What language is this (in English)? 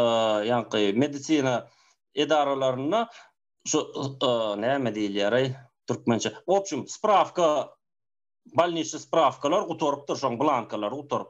Turkmen